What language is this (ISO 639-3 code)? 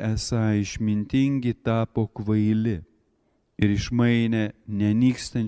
lit